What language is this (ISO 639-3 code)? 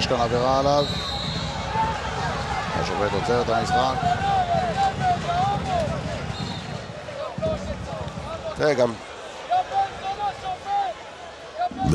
heb